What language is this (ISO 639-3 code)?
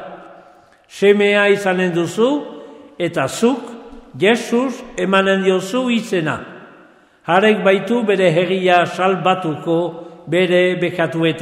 eus